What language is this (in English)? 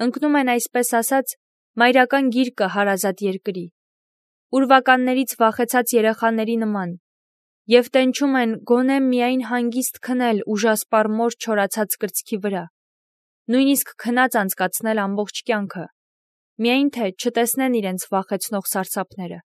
Armenian